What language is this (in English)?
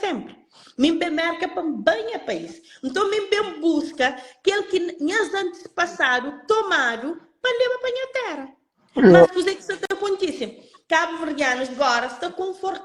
Kabuverdianu